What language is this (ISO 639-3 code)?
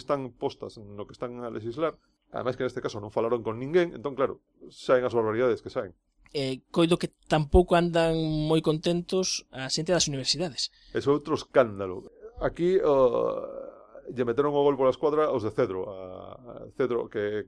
glg